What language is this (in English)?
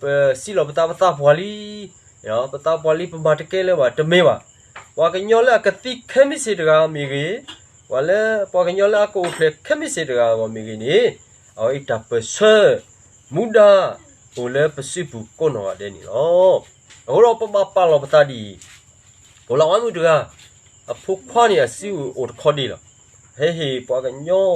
S'gaw Karen